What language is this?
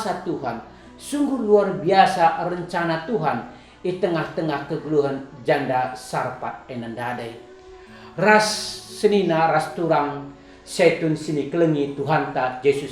Batak Karo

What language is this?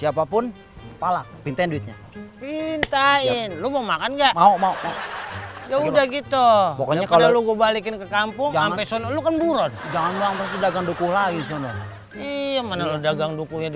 Betawi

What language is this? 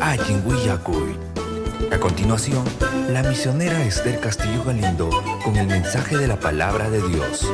Ayacucho Quechua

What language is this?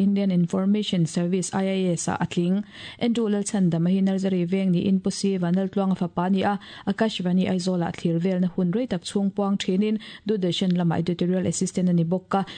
Mizo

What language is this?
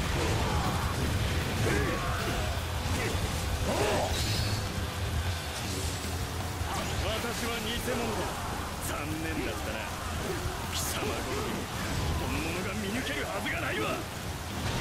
Japanese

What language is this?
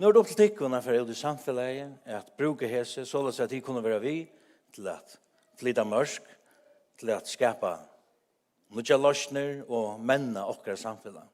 Faroese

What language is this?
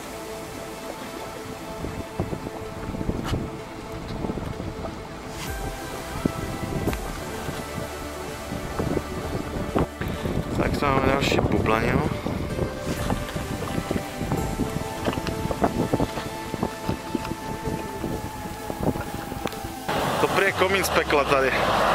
Czech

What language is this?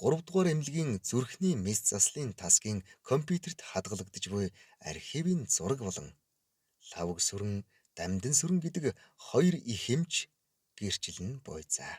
Mongolian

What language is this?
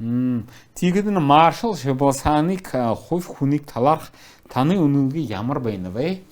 Mongolian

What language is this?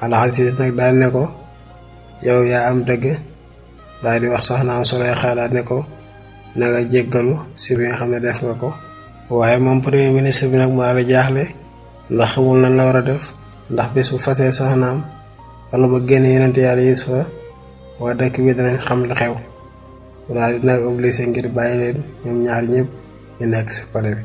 Wolof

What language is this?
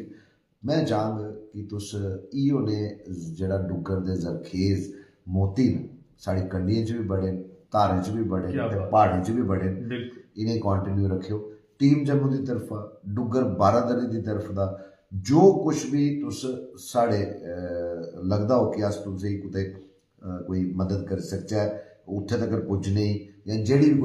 Dogri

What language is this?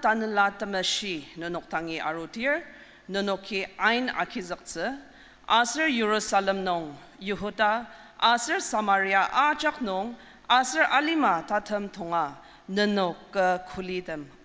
Ao Naga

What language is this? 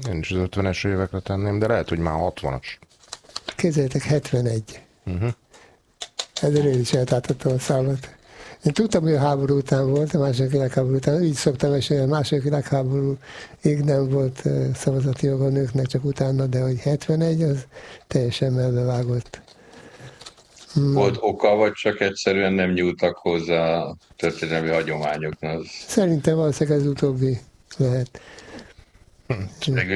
Hungarian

